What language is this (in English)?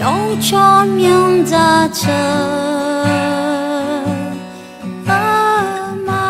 Akha